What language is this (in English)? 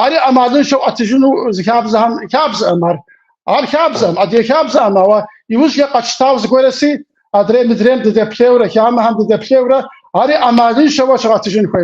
Kabardian